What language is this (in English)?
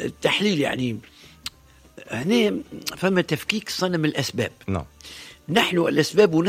Tunisian Arabic